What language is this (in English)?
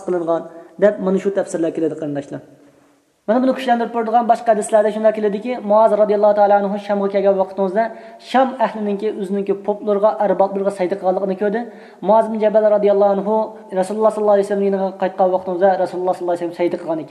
Uyghur